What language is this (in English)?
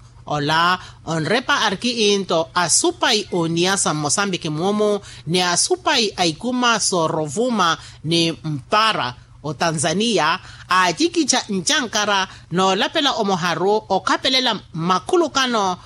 Makhuwa